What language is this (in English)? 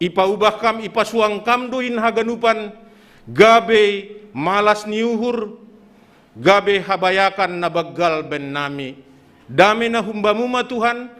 Batak Simalungun